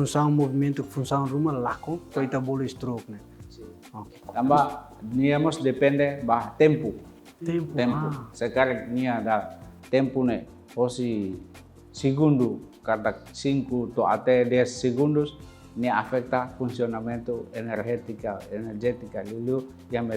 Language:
Tetum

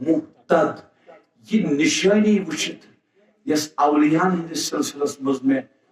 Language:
Kashmiri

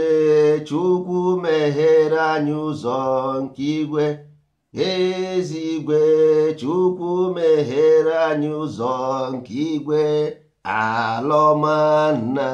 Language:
Igbo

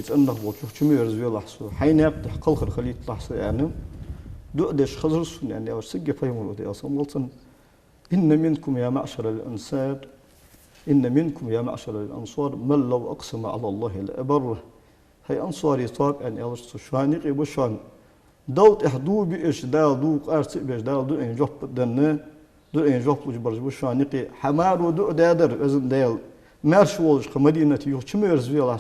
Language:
Ingush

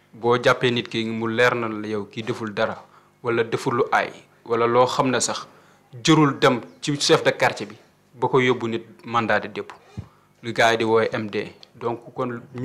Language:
Wolof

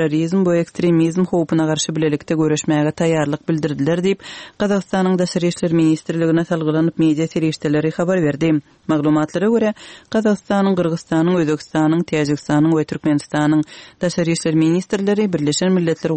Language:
Kyrgyz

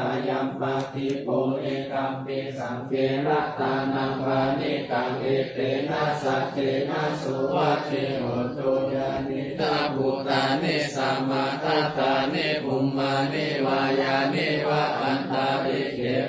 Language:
Pali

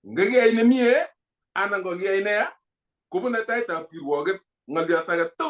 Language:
Kalenjin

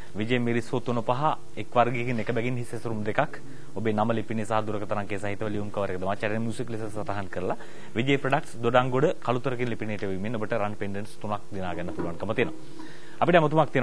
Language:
Sinhala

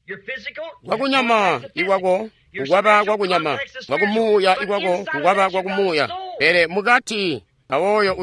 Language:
Tonga (Zambia)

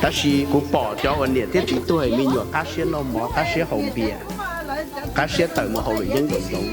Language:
Hmong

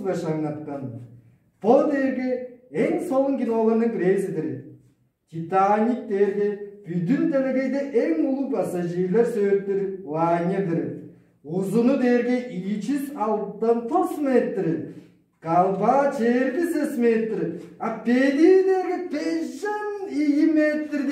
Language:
Tuvinian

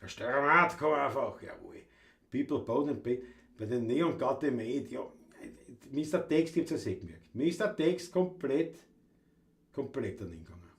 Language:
Bavarian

